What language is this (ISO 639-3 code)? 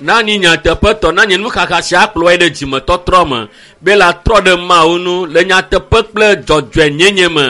ewe